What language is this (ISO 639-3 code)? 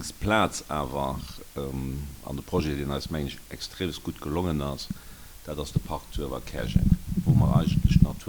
ltz